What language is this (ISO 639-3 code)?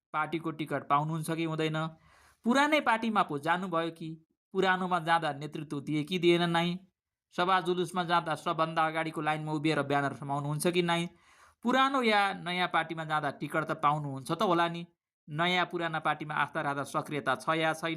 nep